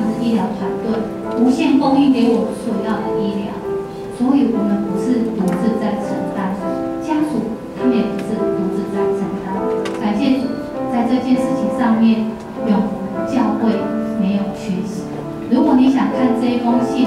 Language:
Chinese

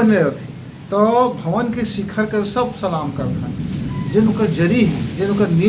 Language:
Chhattisgarhi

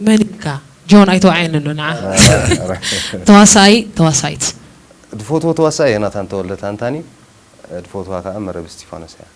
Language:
Tigrinya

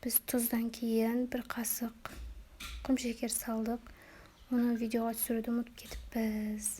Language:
Kazakh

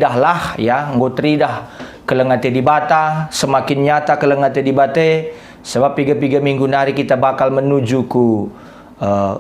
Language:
Batak Karo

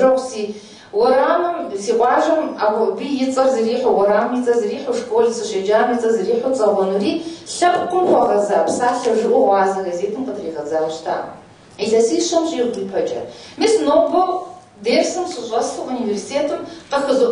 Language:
Kabardian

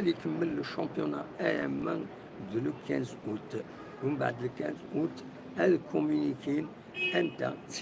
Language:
Kabyle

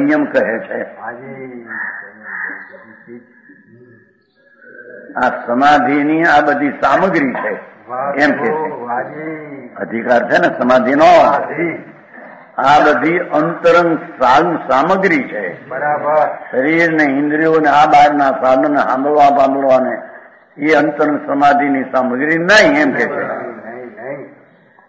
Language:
Gujarati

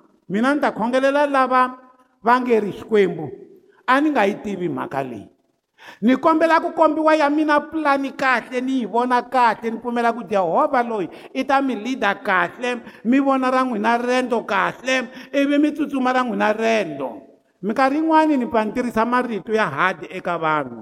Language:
Tsonga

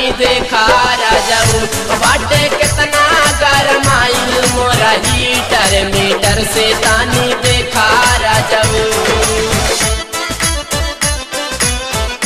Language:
Bhojpuri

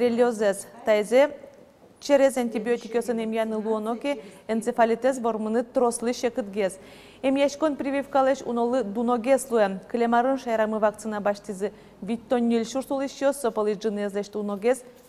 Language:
Udmurt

